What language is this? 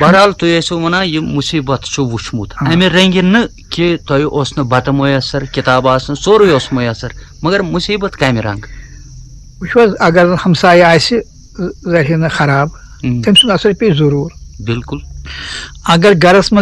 Kashmiri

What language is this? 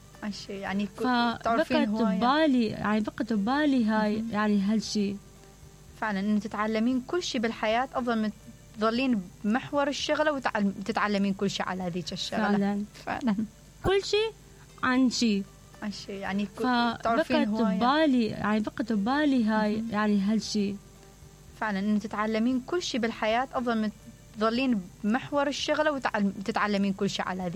Mesopotamian Arabic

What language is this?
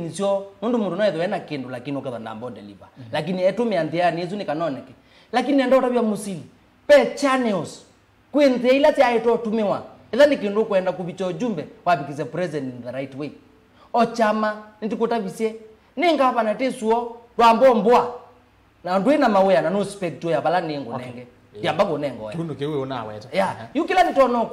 Kamba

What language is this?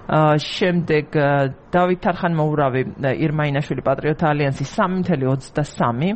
Georgian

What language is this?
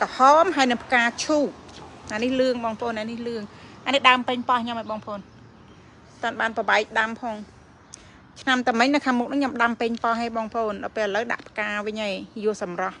Khmer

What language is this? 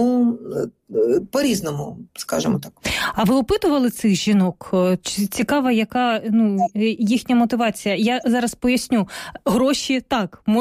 Ukrainian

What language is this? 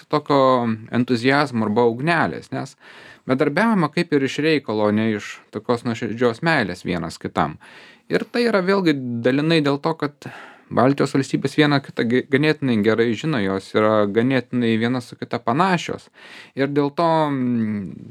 Lithuanian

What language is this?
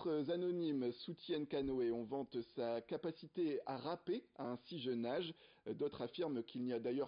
French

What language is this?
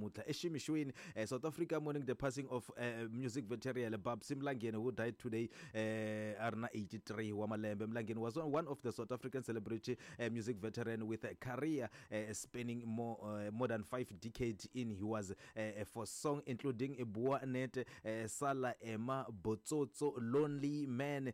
Tsonga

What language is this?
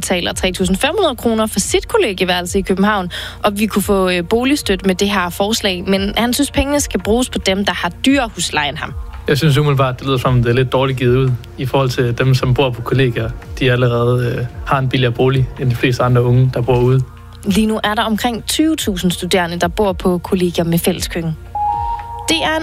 Danish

